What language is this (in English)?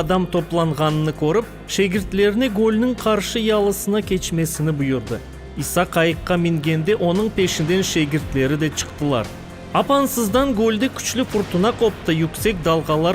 Crimean Tatar